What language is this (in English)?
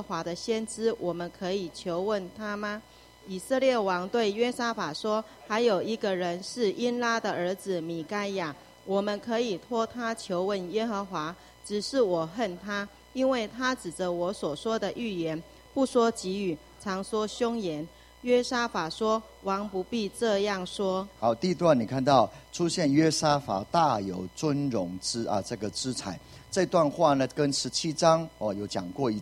Chinese